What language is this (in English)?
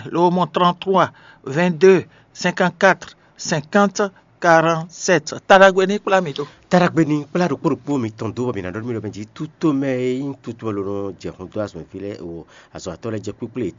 Fon